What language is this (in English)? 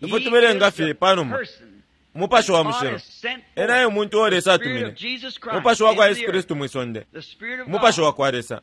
Bemba